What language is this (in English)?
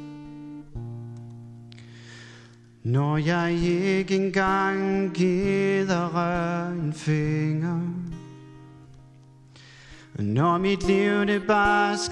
Danish